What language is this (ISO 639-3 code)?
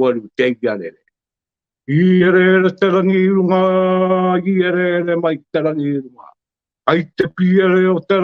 mri